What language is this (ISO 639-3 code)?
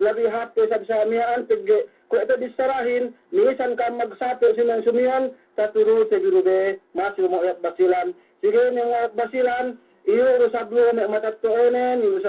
yka